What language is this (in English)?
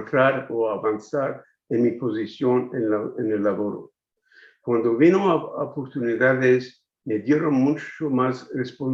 Ladino